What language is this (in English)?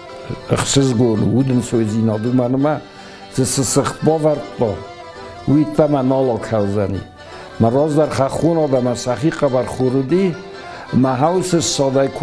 Ossetic